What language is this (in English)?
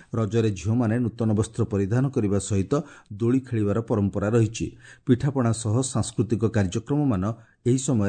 Odia